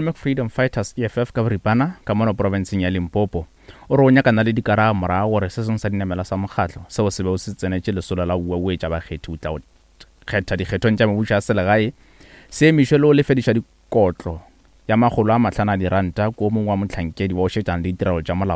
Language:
Northern Sotho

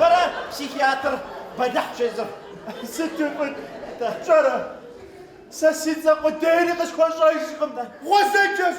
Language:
Kabardian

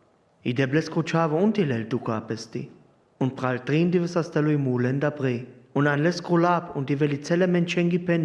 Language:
Sinte Romani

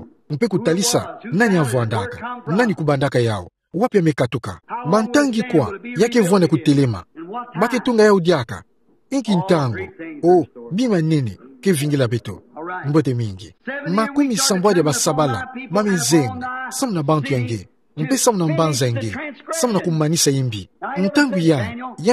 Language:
Kituba (Democratic Republic of Congo)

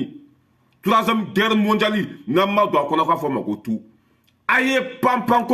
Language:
Bambara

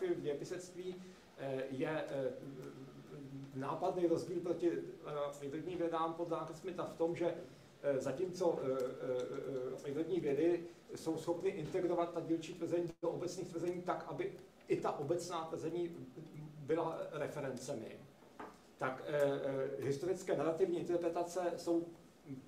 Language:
Czech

